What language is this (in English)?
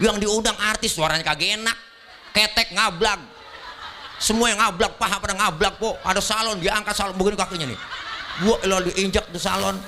Betawi